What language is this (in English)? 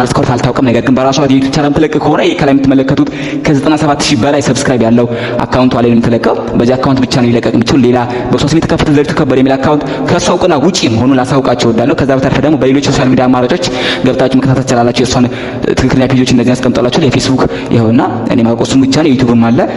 Amharic